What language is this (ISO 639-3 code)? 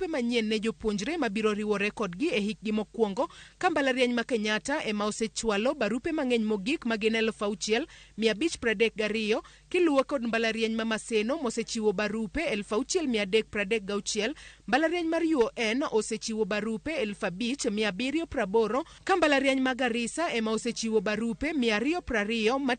luo